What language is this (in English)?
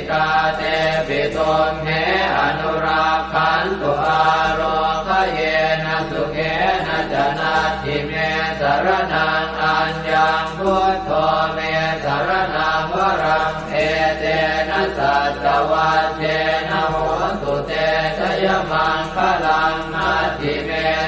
Pali